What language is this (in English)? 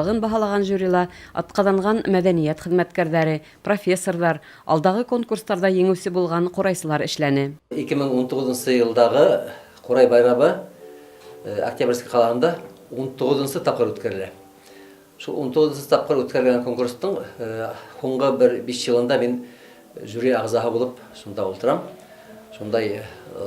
Bashkir